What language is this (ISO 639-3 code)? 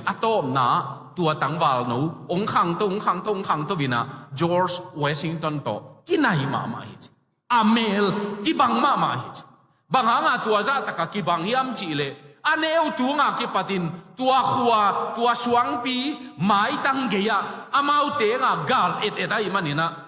ctd